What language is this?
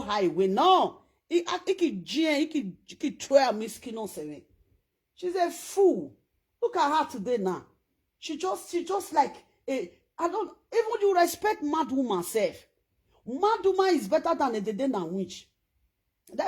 Nigerian Pidgin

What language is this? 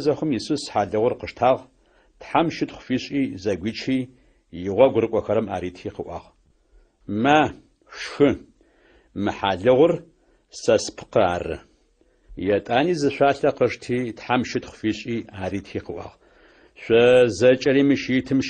Adyghe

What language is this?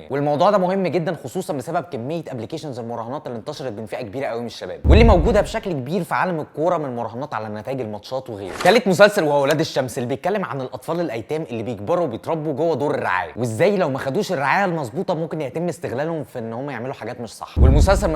Egyptian Arabic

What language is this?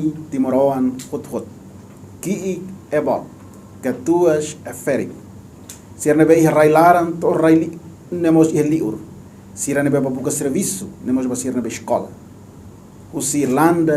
Tetum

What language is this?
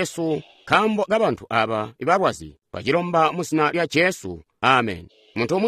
Tonga (Zambia)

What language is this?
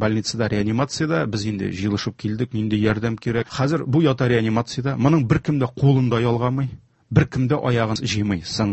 Tatar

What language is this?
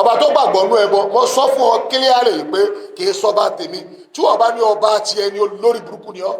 Yoruba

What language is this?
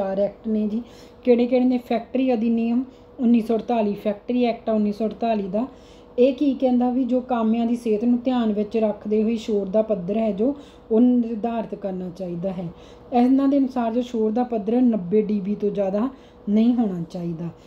Punjabi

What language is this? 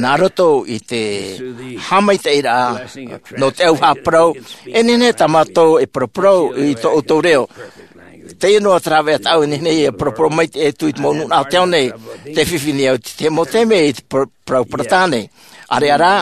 Tahitian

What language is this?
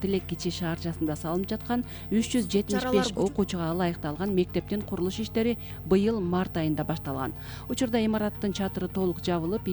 Kyrgyz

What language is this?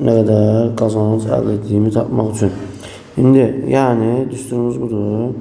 Azerbaijani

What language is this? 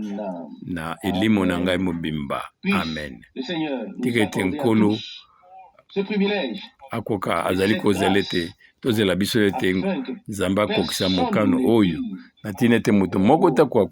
Lingala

